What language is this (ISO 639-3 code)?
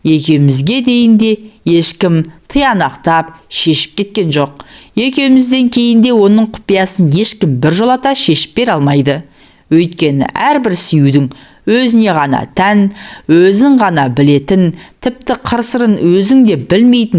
kaz